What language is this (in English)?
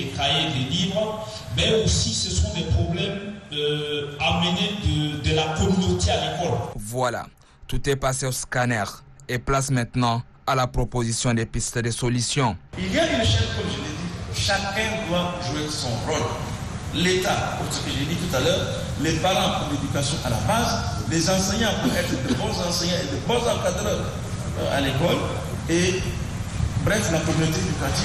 French